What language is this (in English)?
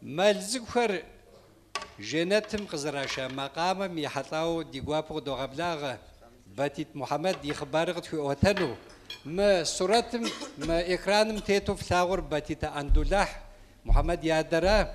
Kabardian